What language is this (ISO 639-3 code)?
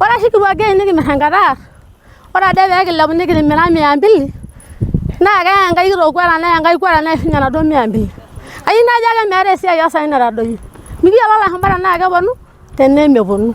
mas